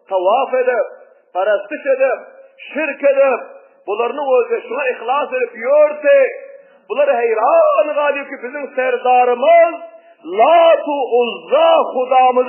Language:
Turkmen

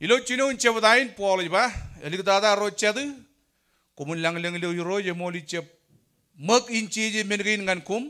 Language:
Marshallese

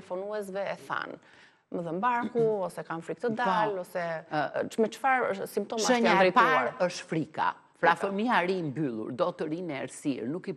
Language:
Albanian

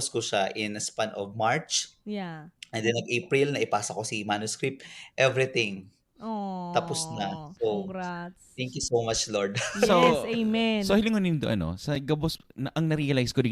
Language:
Bikol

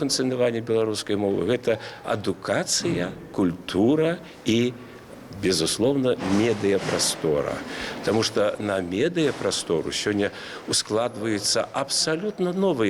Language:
Belarusian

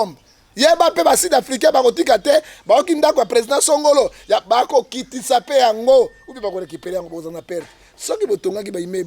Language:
Lingala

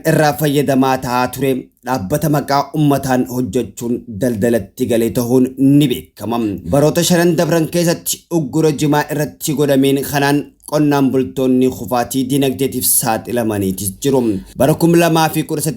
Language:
Oromo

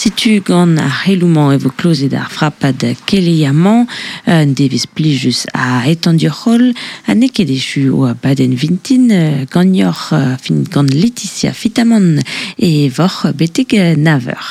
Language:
Breton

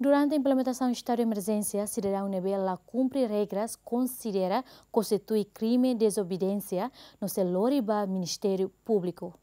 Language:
Tetum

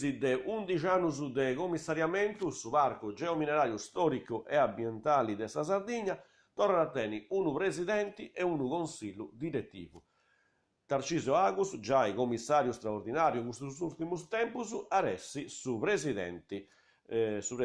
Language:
Sardinian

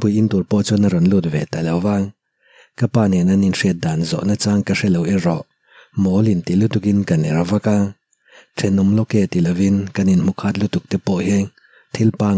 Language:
Mizo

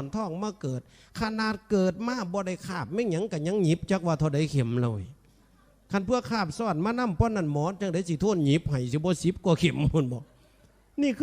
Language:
Northeastern Thai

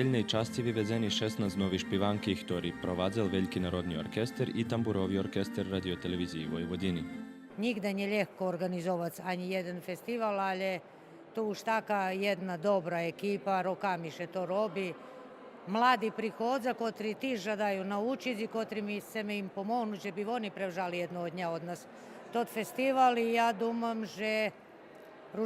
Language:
Rusyn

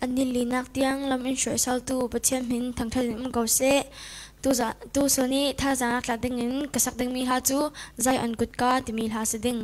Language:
Falam Chin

